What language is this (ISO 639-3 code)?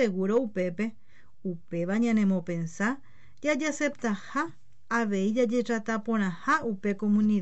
grn